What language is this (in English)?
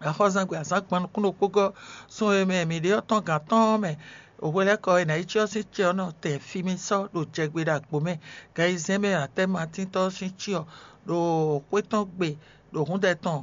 Fon